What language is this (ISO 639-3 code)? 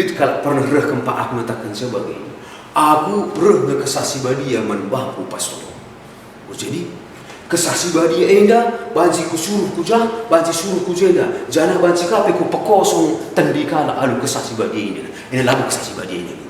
btx